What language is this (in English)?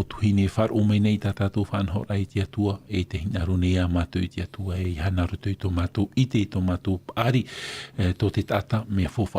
Tahitian